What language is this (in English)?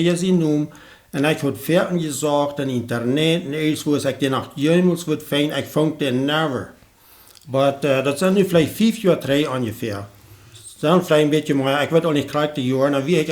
Plautdietsch